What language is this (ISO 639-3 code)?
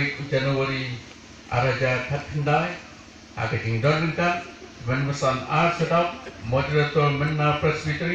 kha